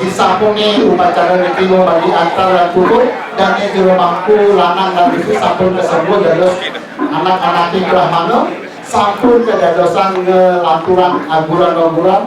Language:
Balinese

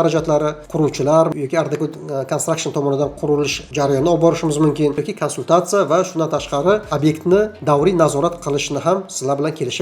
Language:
Uzbek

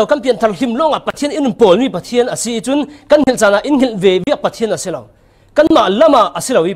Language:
Falam Chin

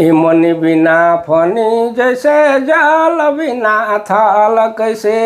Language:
Sadri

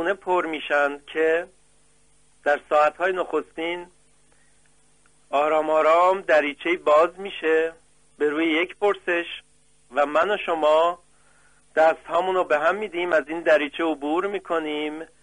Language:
Persian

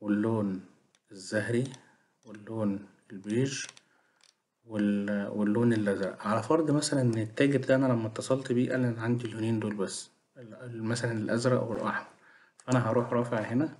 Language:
Egyptian Arabic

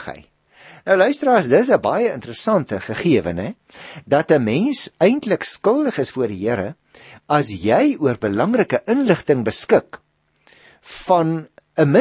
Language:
Afrikaans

